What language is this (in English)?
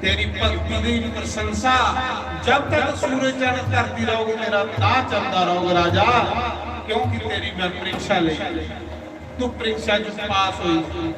Dogri